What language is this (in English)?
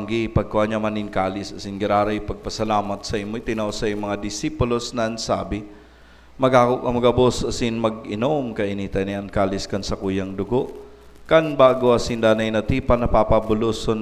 Bikol